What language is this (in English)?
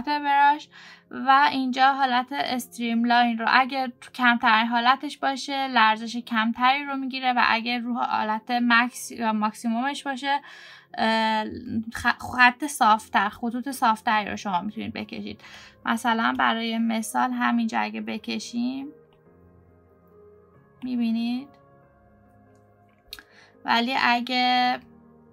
Persian